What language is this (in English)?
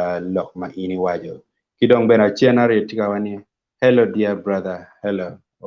Acoli